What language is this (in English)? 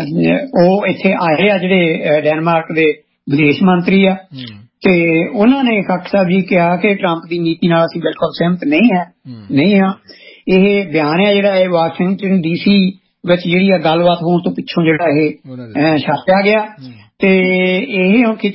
Punjabi